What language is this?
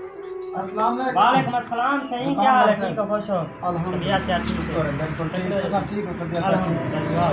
Saraiki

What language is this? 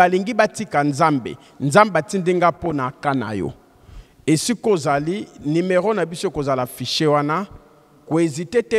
Lingala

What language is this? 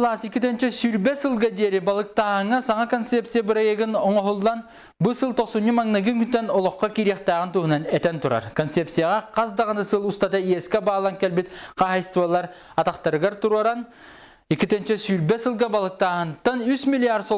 Yakut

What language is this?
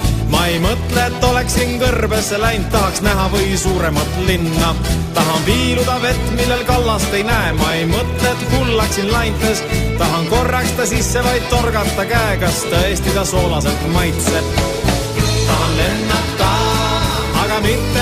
Estonian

